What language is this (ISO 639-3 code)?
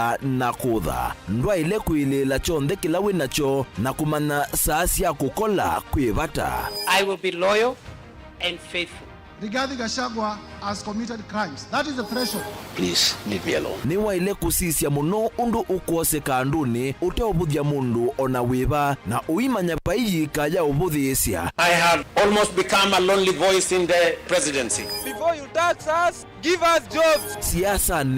kam